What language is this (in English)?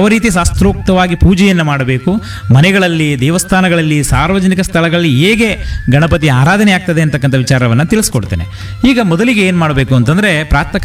Kannada